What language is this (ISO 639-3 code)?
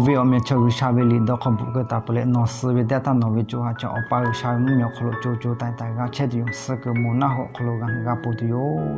lhu